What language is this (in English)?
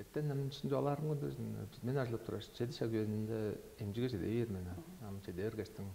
Tuvinian